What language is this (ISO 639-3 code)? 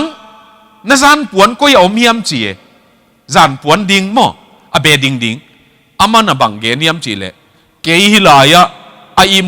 ctd